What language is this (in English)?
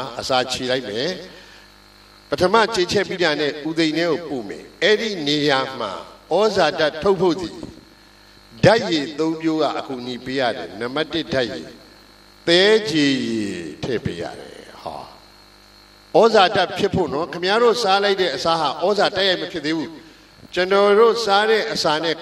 Burmese